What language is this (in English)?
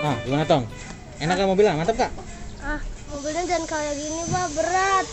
Betawi